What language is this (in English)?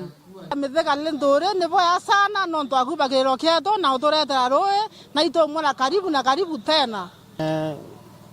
Meru